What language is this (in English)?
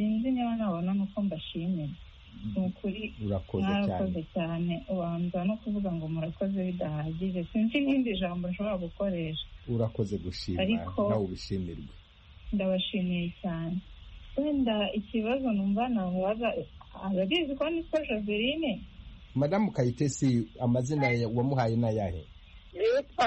Kinyarwanda